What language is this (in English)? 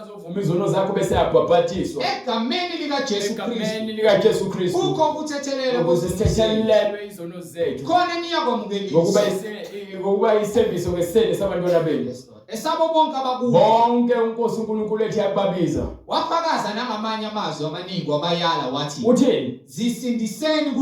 Zulu